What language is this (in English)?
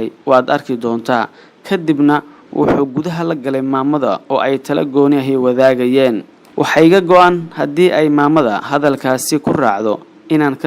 Somali